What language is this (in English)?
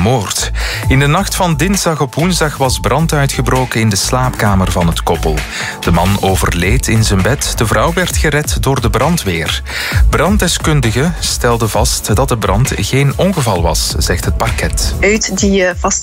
Dutch